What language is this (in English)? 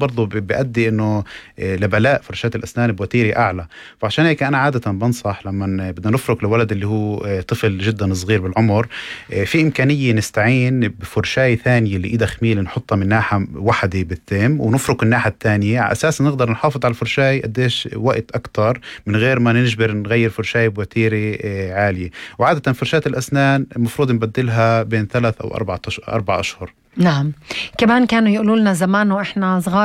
North Levantine Arabic